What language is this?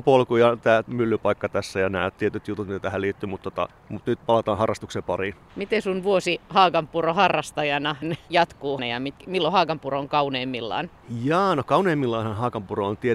Finnish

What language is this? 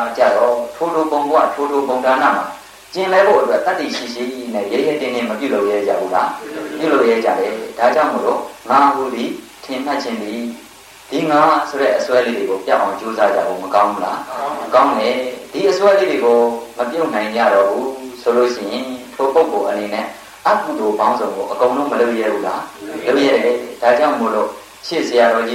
Burmese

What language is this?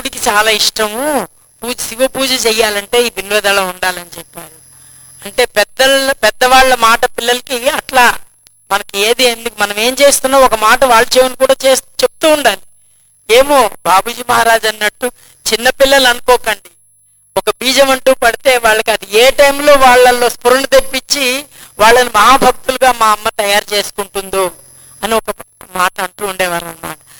Telugu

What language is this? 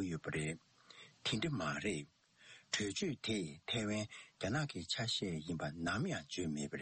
Tibetan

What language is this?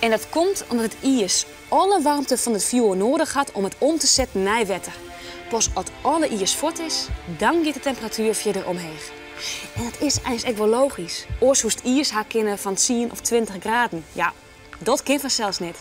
Western Frisian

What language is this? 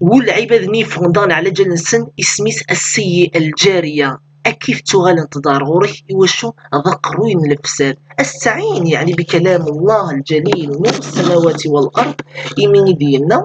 Kabyle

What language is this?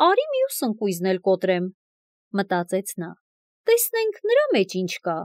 Armenian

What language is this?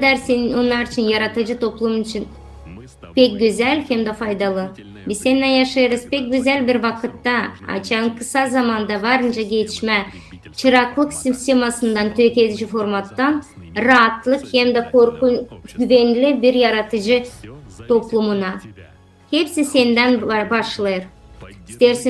Gagauz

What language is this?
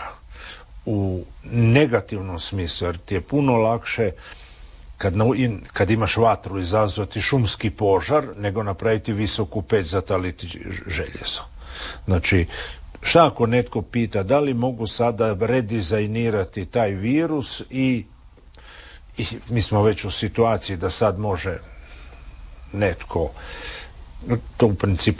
Croatian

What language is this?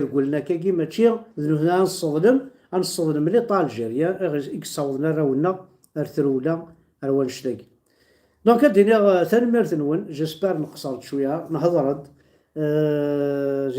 Kabyle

